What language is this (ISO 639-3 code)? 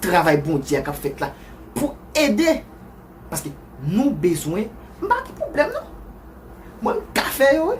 hat